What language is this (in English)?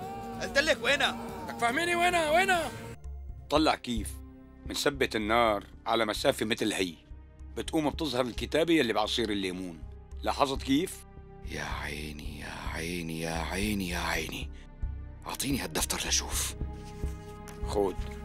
North Levantine Arabic